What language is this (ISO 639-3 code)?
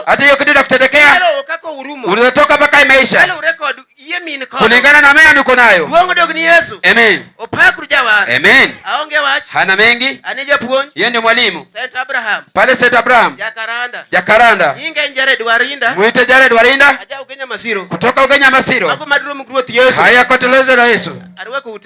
luo